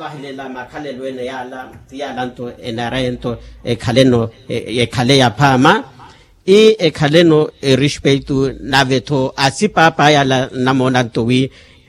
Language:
Makhuwa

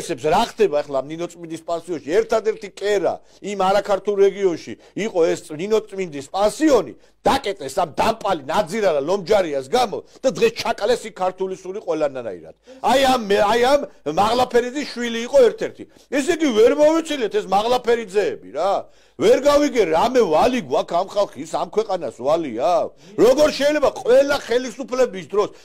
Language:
Georgian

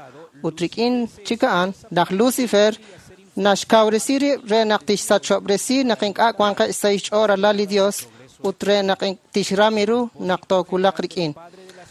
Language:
Kekchí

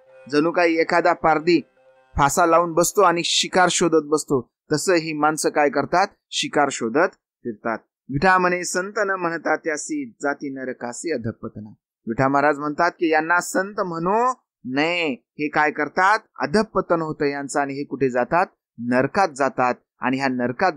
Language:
Marathi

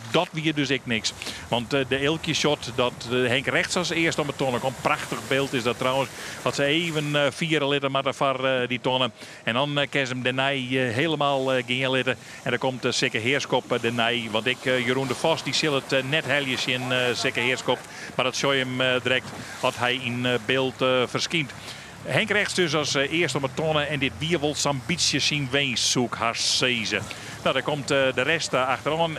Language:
Western Frisian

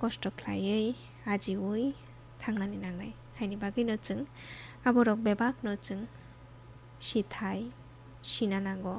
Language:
Kok Borok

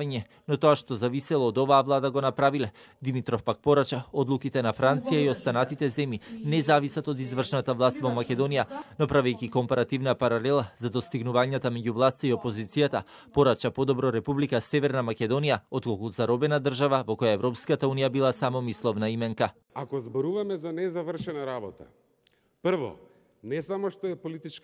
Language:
Macedonian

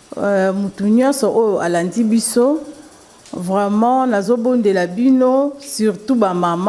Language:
Lingala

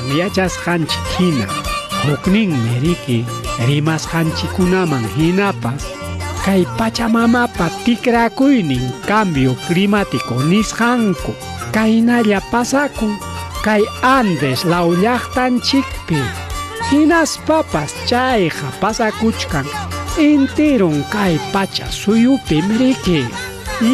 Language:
Ayacucho Quechua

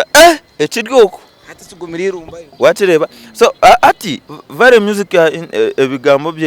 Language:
Nyankole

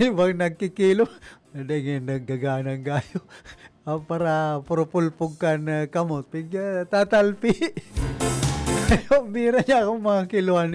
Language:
Bikol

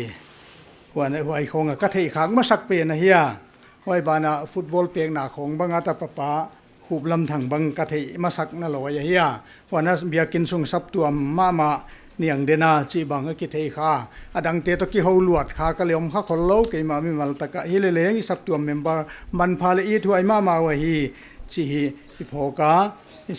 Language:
Paite Chin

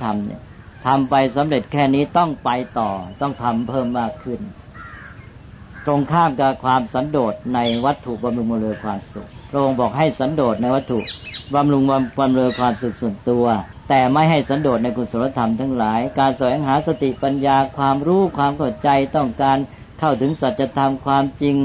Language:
Thai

